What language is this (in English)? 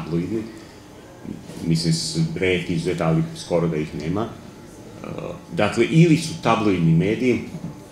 Serbian